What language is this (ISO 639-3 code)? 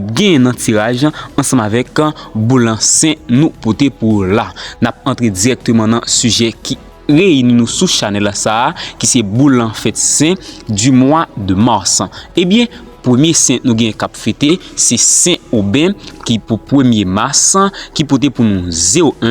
hat